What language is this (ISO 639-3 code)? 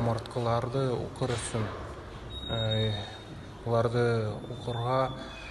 tat